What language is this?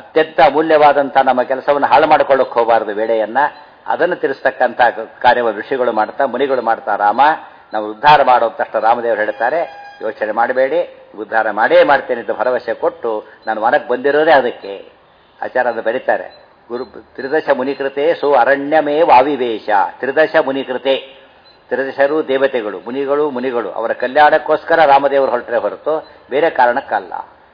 Kannada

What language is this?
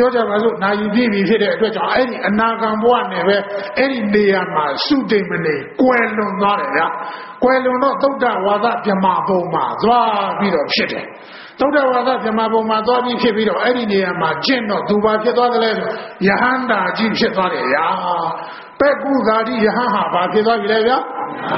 Burmese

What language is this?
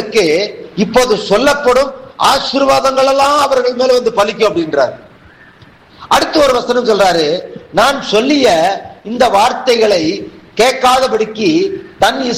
Tamil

